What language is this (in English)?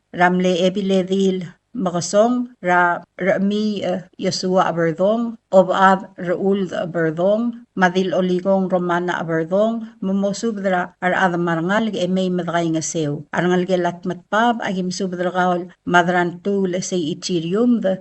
Palauan